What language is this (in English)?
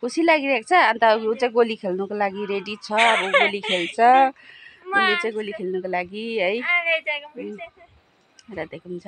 Nepali